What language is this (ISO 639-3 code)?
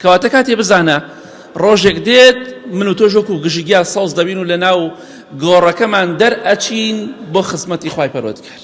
ckb